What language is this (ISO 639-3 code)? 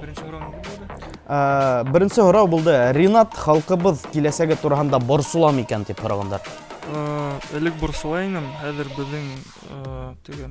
bak